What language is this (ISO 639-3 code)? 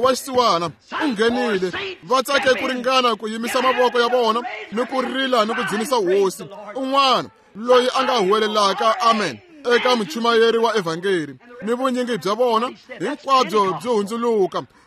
tso